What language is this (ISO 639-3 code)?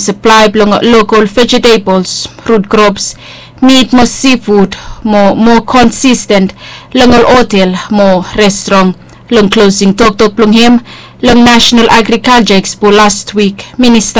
bis